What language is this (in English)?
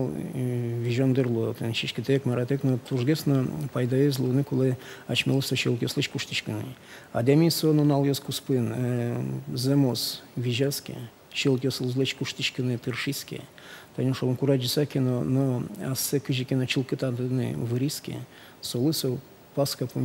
Udmurt